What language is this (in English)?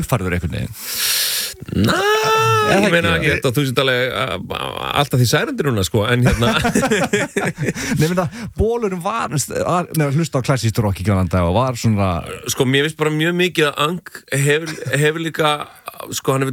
Icelandic